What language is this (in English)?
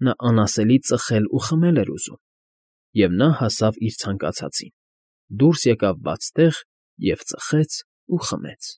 Armenian